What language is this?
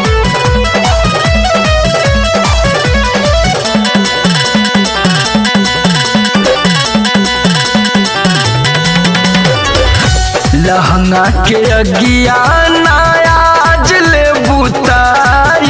Bhojpuri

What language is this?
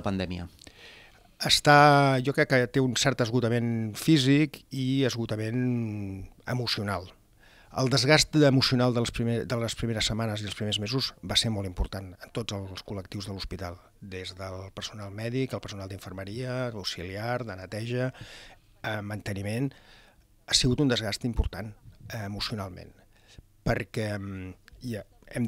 Catalan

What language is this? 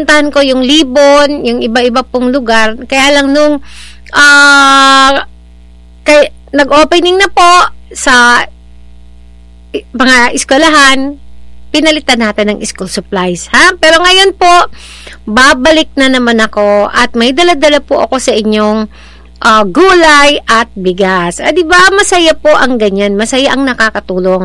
Filipino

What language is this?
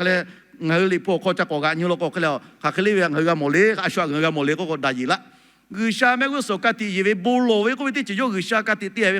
Lahu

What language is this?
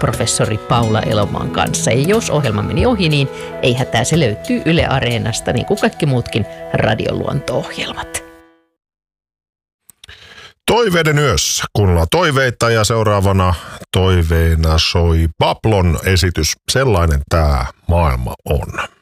Finnish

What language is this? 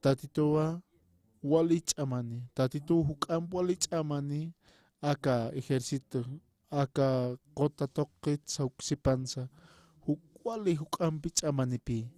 Aymara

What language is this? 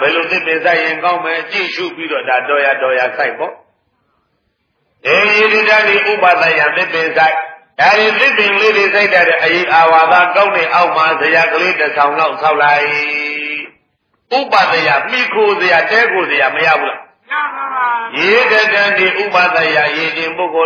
Burmese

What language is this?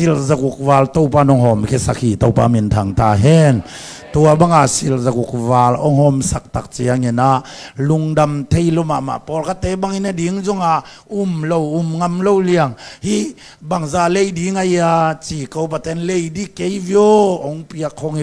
Tedim Chin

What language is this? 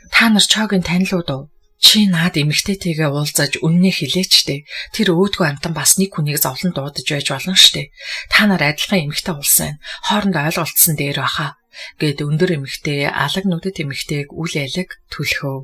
Mongolian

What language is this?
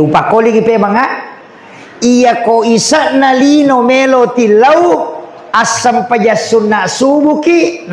Buginese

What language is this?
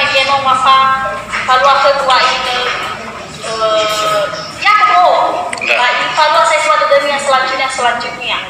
Nias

